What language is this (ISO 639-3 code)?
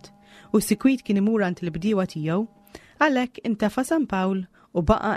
mlt